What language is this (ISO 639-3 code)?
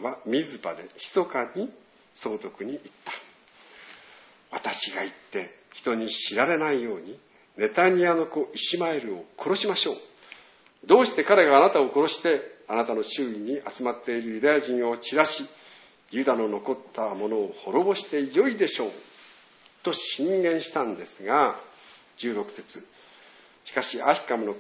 jpn